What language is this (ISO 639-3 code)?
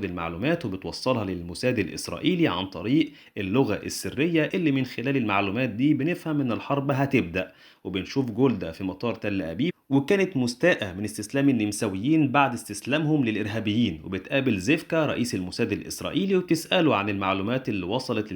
arz